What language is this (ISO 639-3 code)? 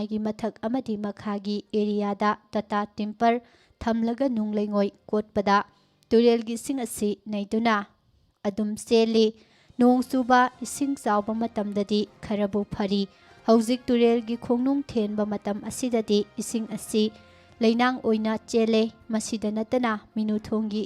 mni